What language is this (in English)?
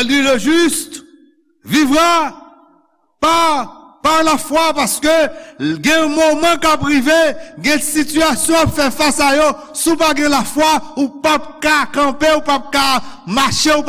Haitian Creole